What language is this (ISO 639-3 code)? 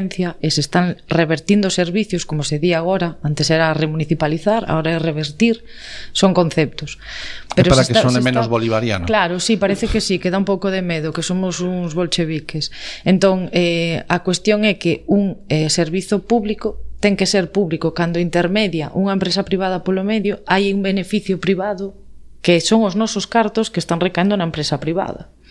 glg